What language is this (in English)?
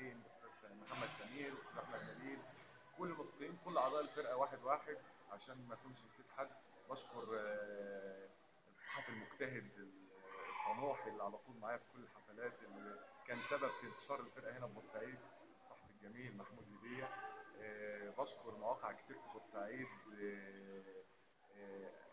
Egyptian Arabic